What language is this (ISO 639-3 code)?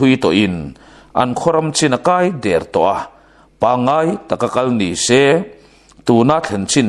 lus